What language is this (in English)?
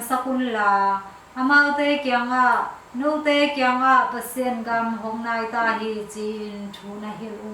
Tedim Chin